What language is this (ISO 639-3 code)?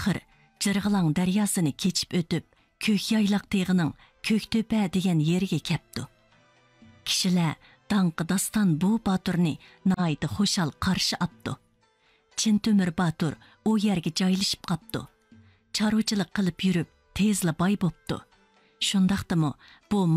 uig